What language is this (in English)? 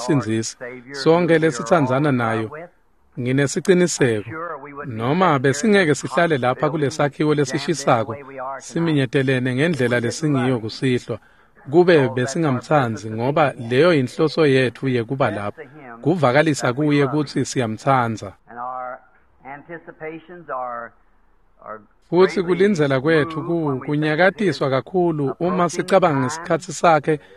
Swati